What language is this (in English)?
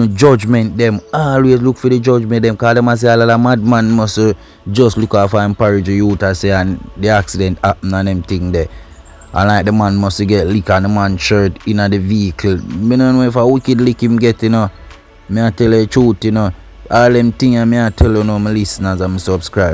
Jamaican Creole English